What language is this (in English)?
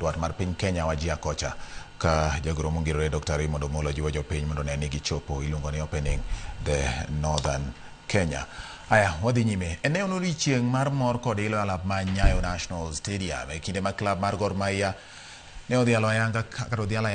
Luo (Kenya and Tanzania)